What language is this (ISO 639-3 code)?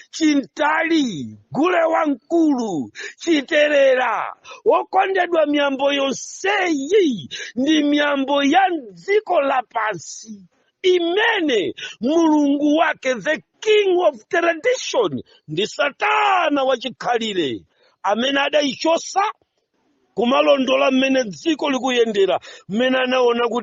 nya